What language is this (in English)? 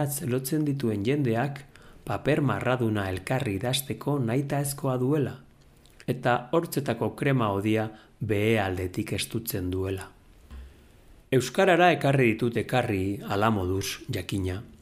Basque